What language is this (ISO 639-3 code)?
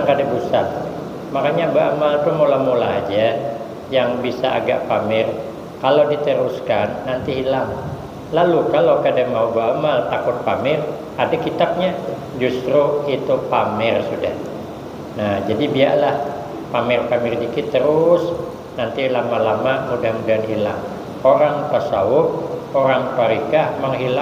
bjn